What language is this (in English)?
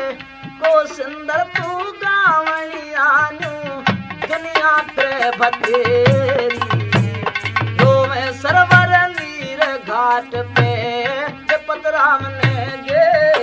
Haryanvi